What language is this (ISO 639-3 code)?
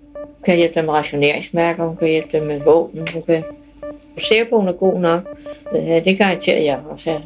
dan